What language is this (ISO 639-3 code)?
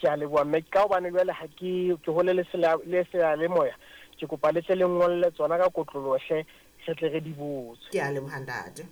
sot